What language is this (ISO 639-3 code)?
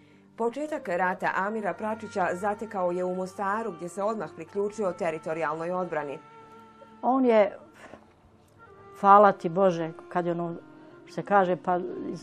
bos